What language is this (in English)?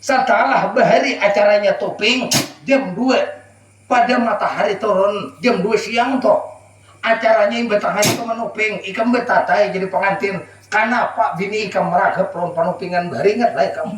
Banjar